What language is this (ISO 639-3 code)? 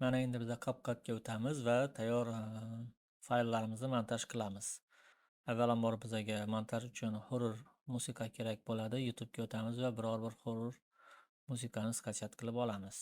uzb